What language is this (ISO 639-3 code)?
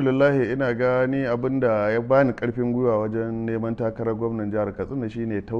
hau